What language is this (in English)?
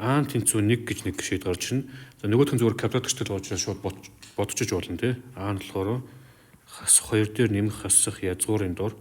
Mongolian